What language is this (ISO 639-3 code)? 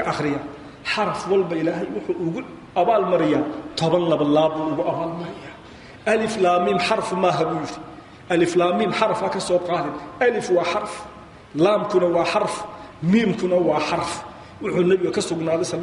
som